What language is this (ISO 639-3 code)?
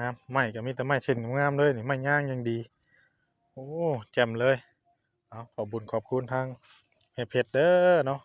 tts